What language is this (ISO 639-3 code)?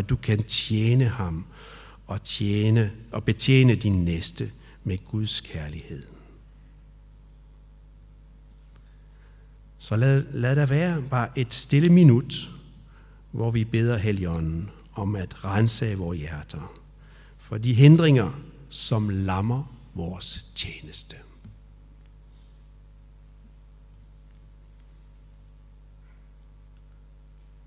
dan